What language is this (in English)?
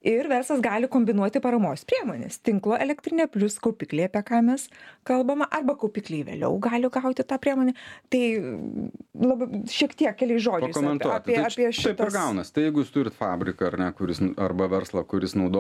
Lithuanian